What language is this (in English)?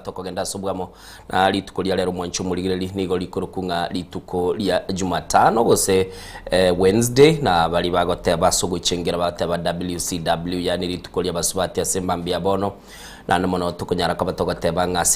Gusii